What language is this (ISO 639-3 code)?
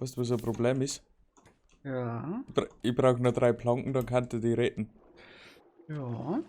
bar